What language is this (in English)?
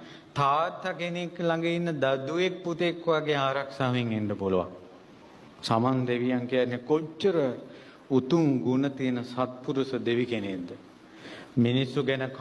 Sinhala